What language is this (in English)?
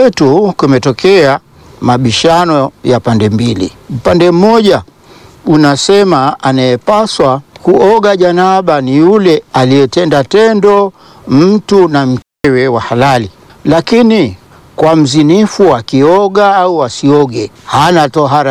Swahili